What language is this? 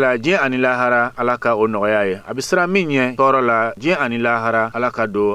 Bambara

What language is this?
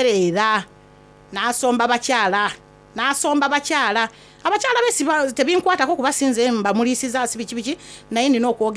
Soga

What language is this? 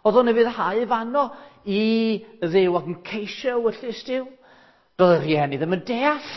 Welsh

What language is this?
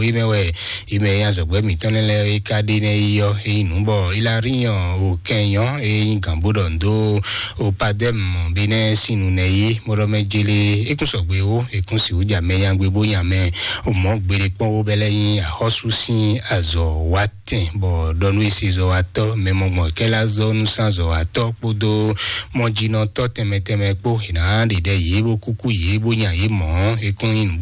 Fon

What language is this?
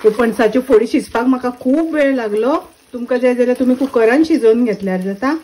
Konkani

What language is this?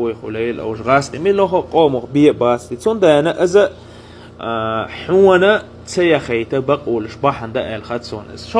Chechen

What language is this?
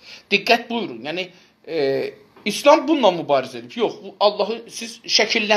South Azerbaijani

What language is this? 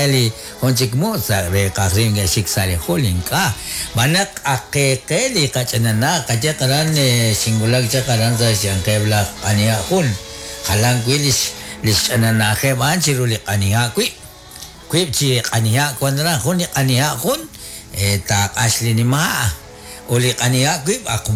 Kekchí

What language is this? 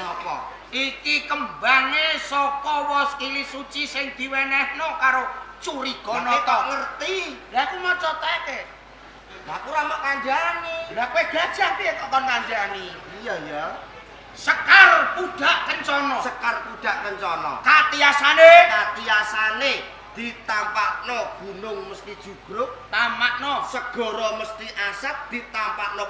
Javanese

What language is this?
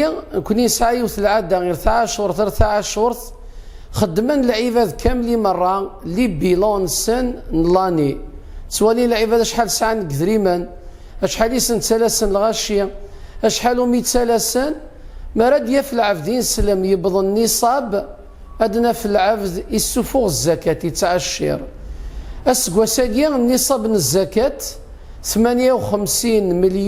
Kabyle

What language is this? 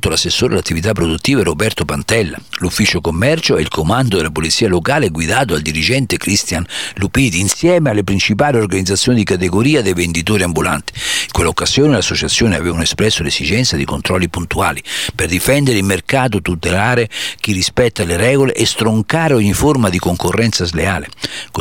Italian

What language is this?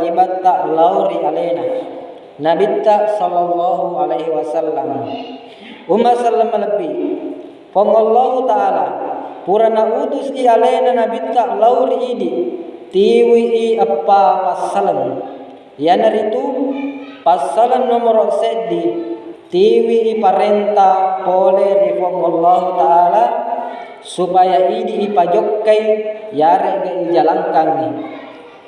Buginese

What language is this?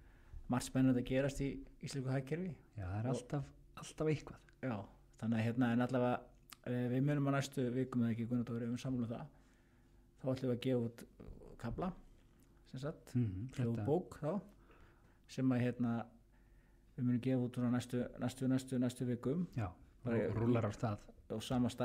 Icelandic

